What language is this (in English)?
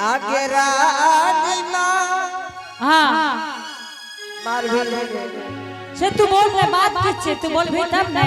Angika